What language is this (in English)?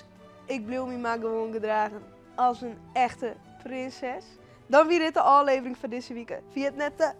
Western Frisian